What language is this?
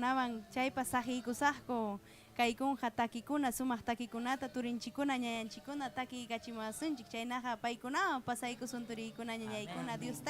Ayacucho Quechua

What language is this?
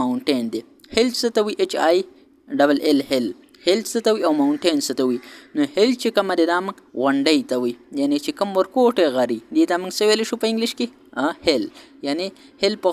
Pashto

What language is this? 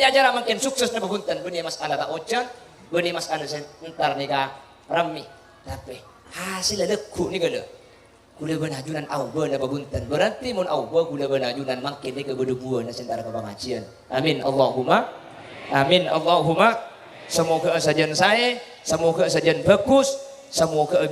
Madurese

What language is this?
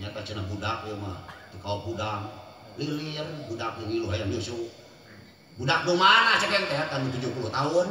Sundanese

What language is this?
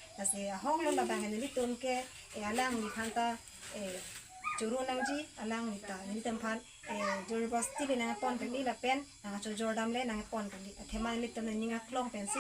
Karbi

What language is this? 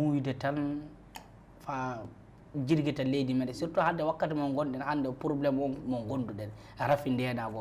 Fula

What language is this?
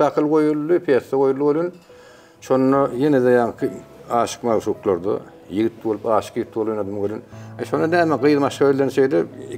Turkmen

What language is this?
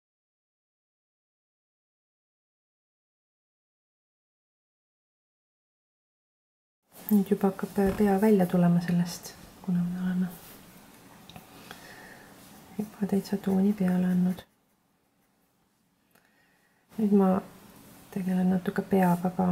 Estonian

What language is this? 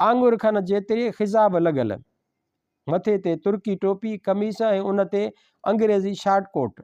Sindhi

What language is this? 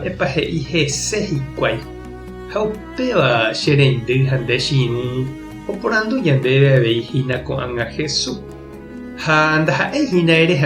Guarani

